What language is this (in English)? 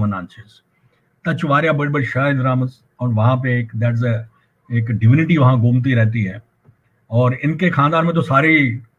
Kashmiri